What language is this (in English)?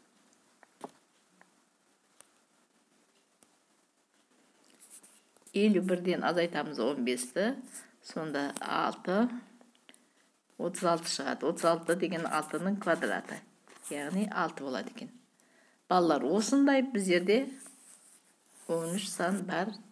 Kazakh